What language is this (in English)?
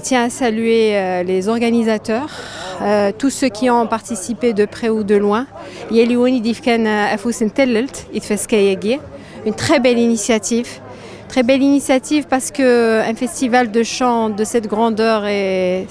Kabyle